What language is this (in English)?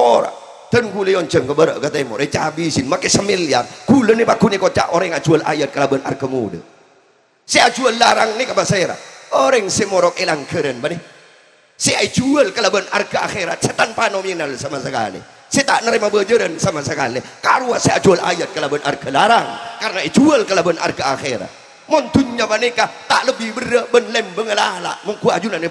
Madurese